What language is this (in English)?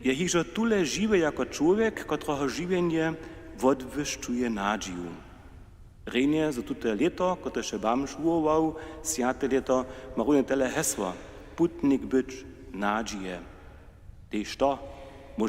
Upper Sorbian